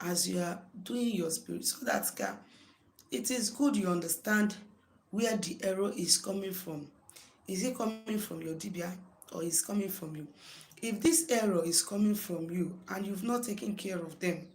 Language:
Igbo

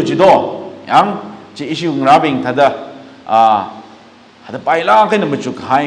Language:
Tangkhul Naga (India)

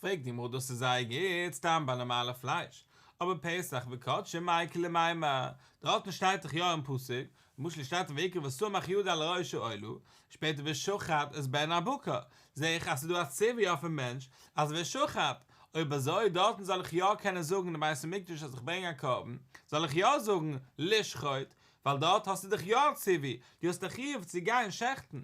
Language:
Yiddish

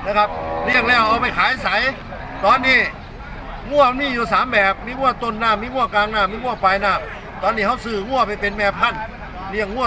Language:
Northeastern Thai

